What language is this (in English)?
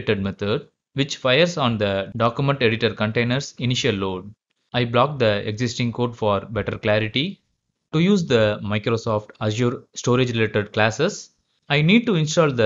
English